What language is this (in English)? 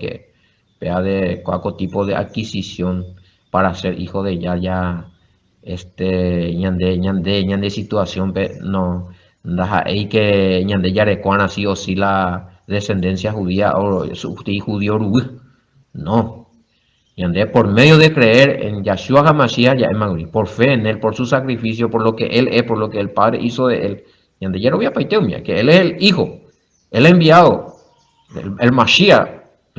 Guarani